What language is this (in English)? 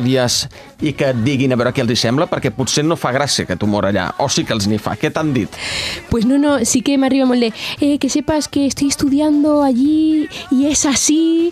Catalan